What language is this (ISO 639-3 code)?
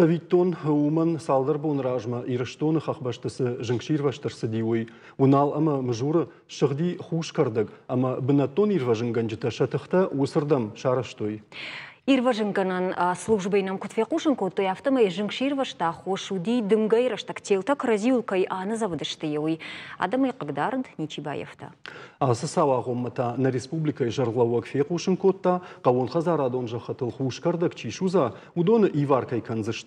oss